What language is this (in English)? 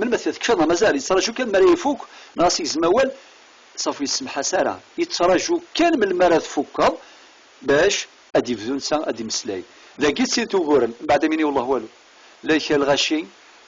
Kabyle